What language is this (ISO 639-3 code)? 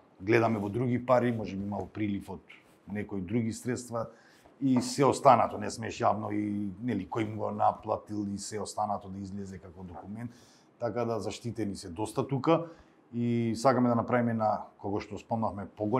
mkd